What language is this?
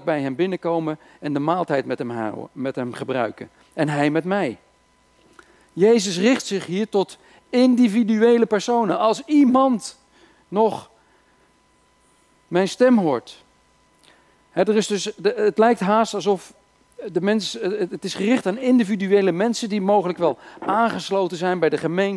Dutch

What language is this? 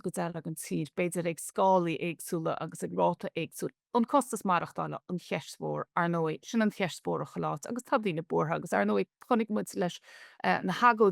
Irish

